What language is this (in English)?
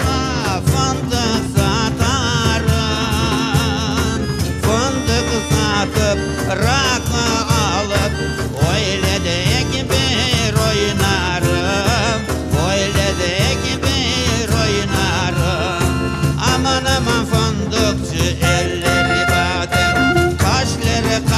Crimean Tatar